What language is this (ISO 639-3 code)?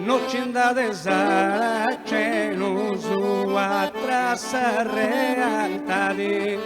srd